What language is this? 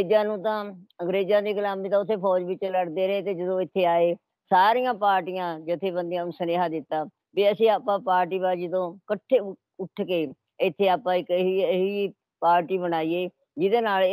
Punjabi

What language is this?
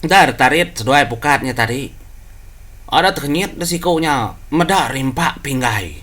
Iban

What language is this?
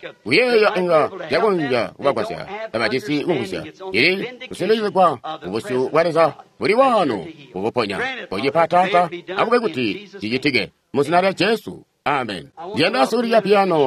Tonga (Zambia)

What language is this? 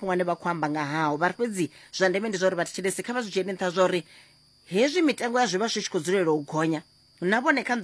Venda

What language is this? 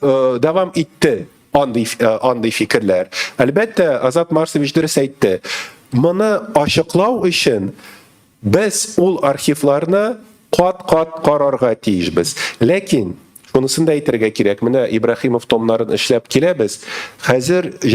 Tatar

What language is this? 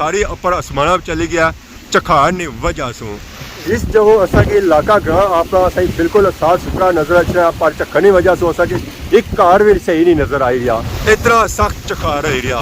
Pahari-Potwari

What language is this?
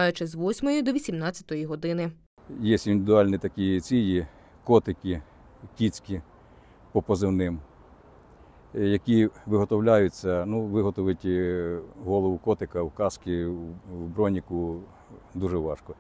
Ukrainian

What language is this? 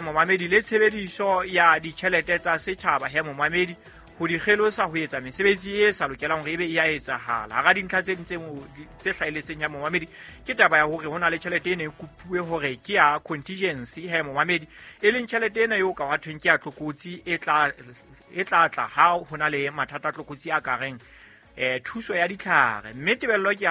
Southern Sotho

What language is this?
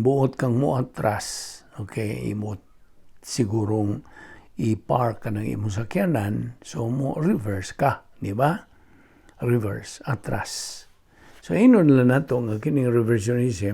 Cebuano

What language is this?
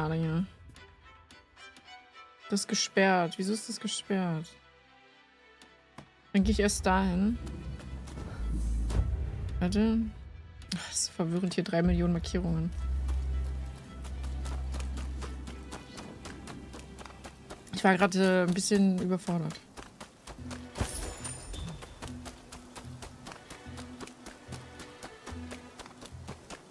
German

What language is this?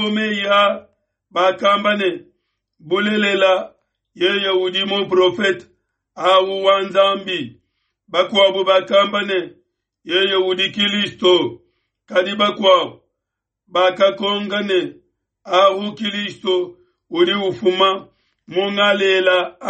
Luba-Lulua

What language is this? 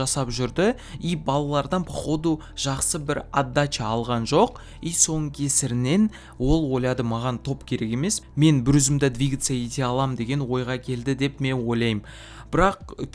Kazakh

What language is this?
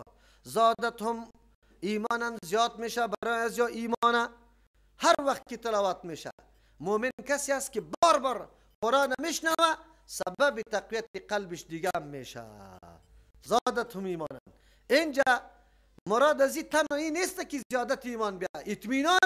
Persian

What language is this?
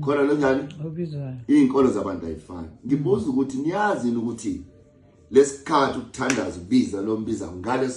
Zulu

